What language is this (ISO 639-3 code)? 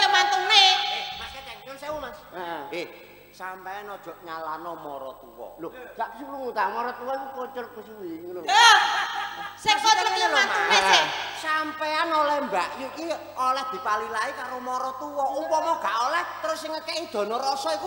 jav